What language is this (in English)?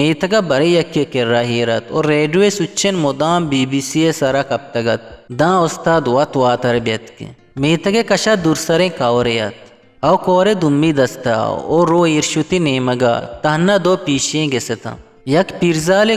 Eastern Balochi